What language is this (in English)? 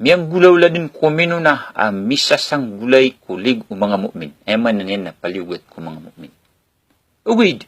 Maranao